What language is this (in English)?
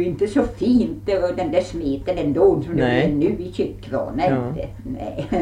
Swedish